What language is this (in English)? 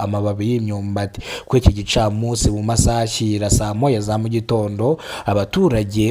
Kinyarwanda